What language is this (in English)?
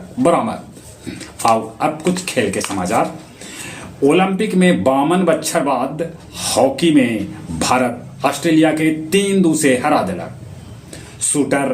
Magahi